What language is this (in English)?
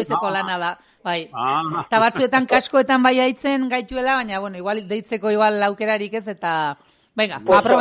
Basque